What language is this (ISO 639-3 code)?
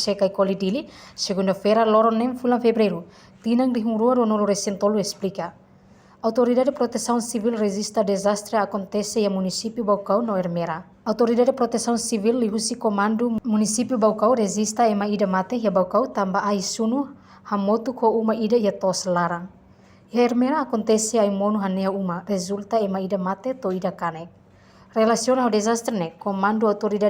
tet